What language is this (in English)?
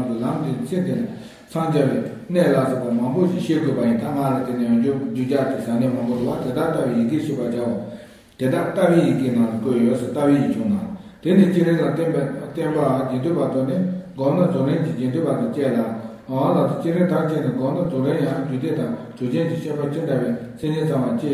Tibetan